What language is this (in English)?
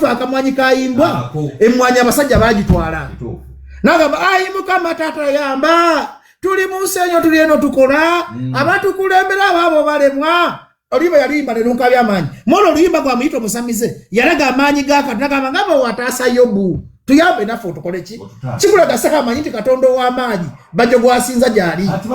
Ganda